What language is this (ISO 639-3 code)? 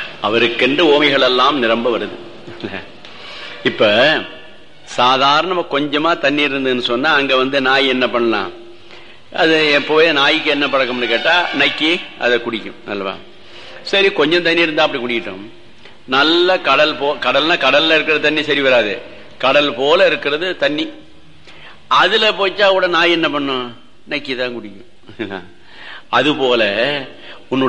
tam